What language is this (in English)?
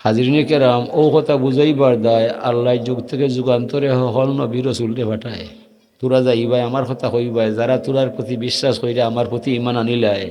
Sylheti